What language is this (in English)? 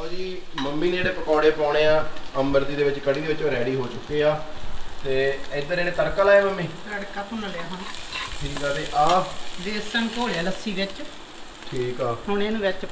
Punjabi